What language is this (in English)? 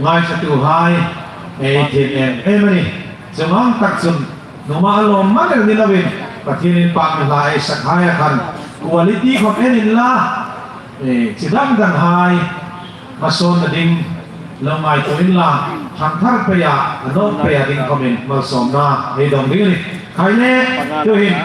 Hmar